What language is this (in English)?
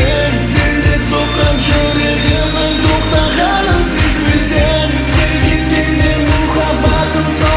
Kara-Kalpak